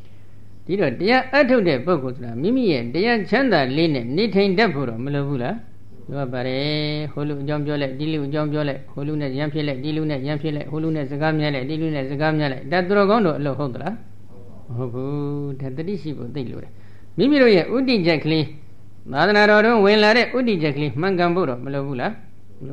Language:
Burmese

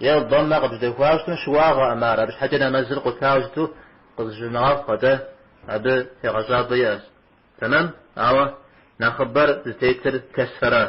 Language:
Kabardian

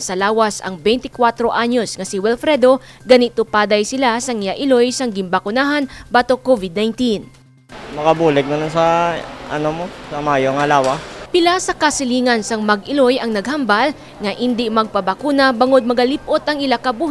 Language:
Hiligaynon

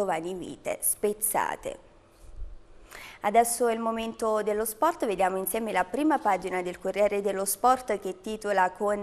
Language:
Italian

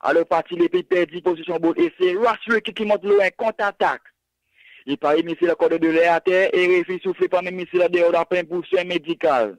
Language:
Seselwa Creole French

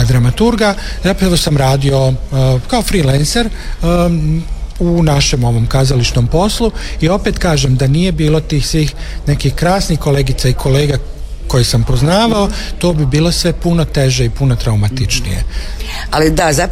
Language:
Croatian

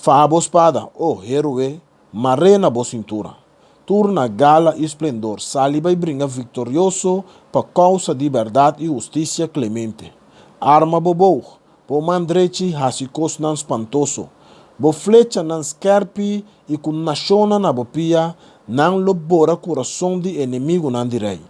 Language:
Papiamento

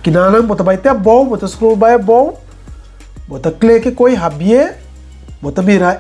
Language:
Papiamento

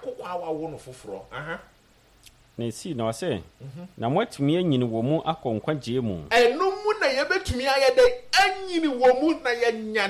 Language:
Akan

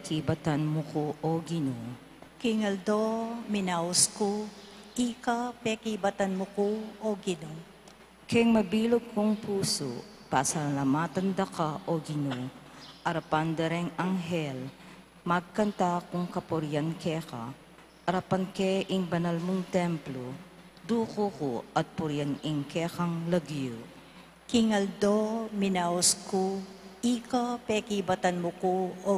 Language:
Pampanga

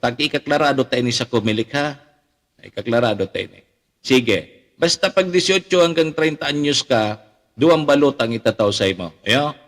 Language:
Bikol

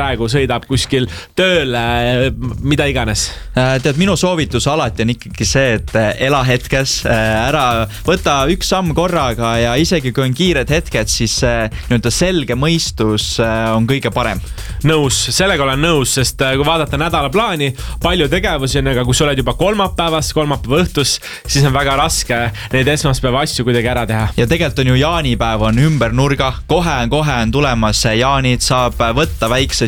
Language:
Estonian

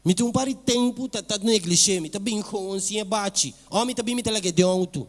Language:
Papiamento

